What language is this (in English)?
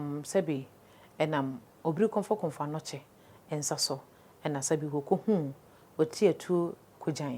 Akan